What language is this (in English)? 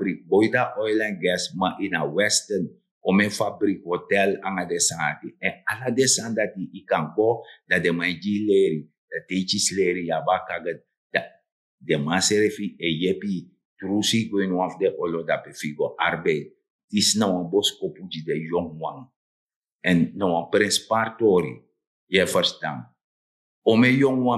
Sranan Tongo